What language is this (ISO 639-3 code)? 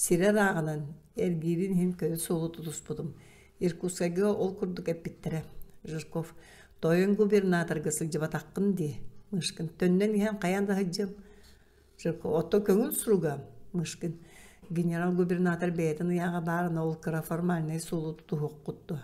sah